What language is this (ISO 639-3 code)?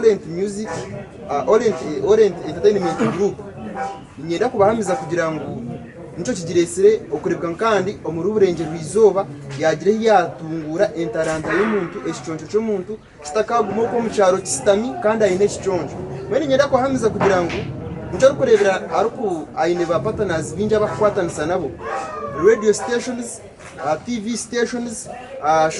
nyn